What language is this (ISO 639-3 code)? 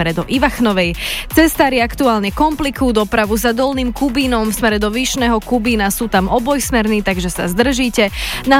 slk